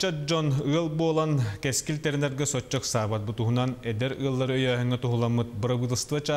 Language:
Yakut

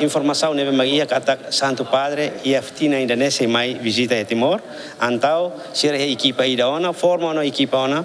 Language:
Tetum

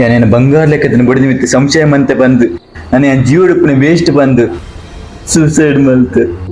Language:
Tulu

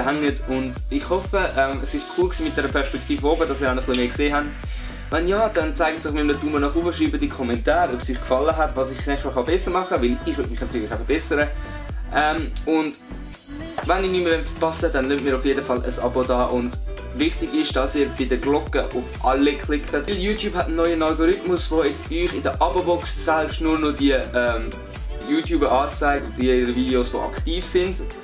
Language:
Swiss German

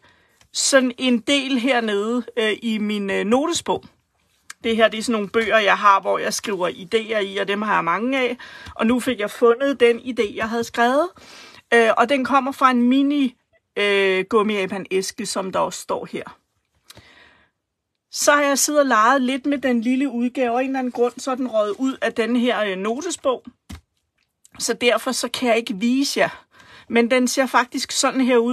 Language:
Danish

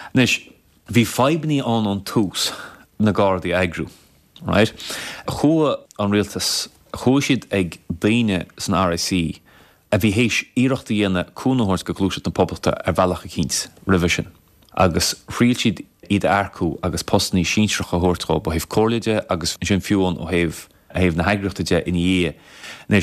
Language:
Irish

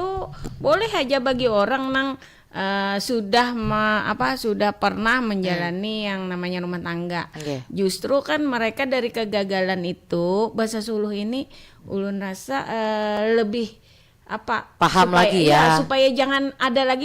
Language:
Banjar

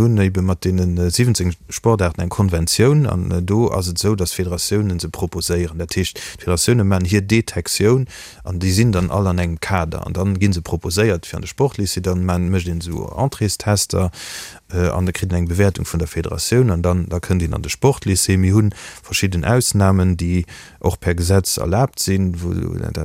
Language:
Luxembourgish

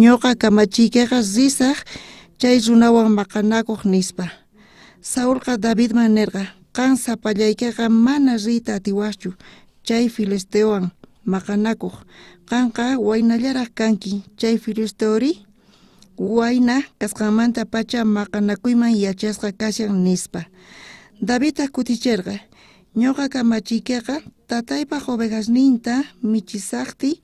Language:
South Bolivian Quechua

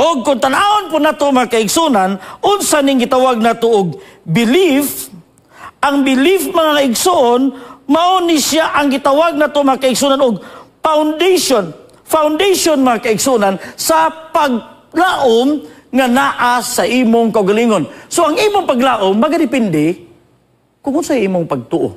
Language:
Cebuano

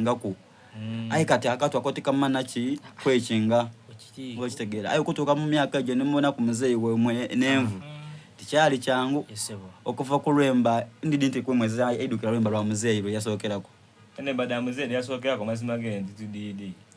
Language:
Soga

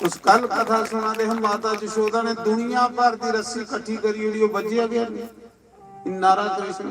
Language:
Dogri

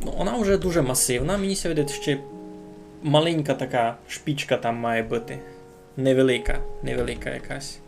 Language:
Rusyn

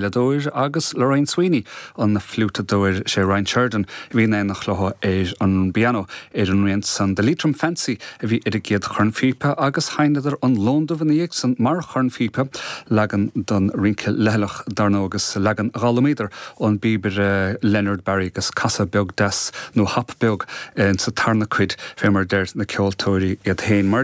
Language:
Irish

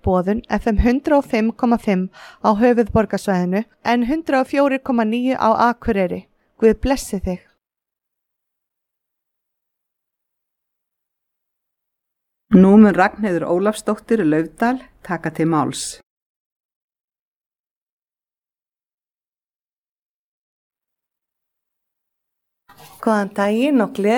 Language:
Icelandic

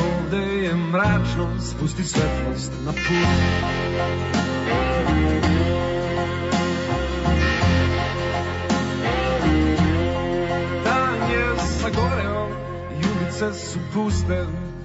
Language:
Serbian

